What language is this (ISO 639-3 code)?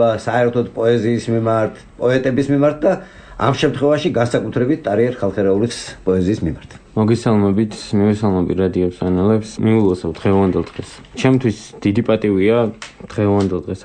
kat